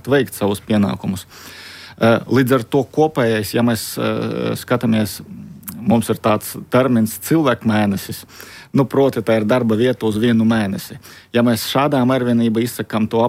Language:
Latvian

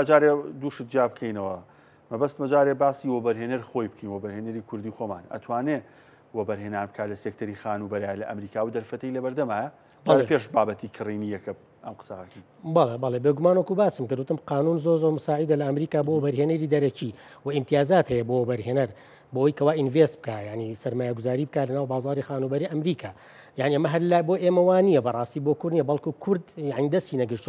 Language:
Central Kurdish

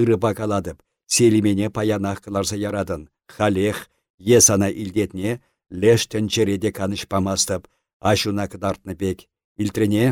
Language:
Chuvash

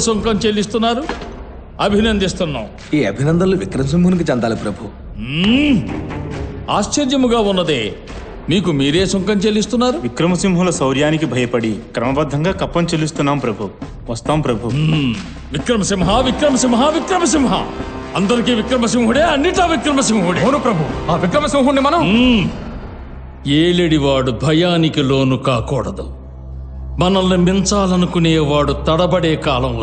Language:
Telugu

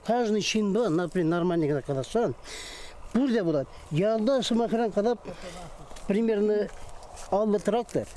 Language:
Chuvash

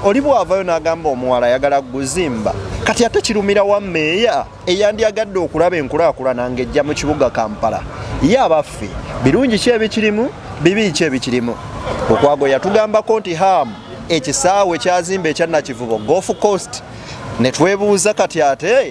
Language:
Ganda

